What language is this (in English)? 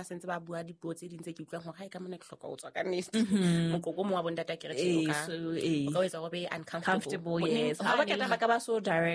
Southern Sotho